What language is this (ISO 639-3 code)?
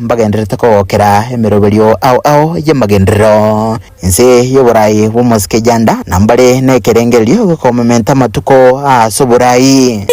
guz